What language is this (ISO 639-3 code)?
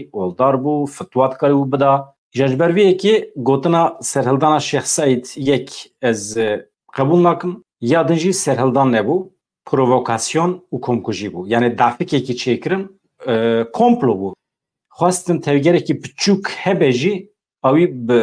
kur